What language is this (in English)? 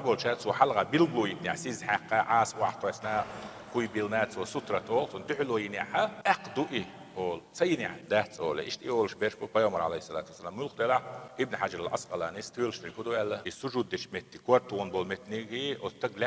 Chechen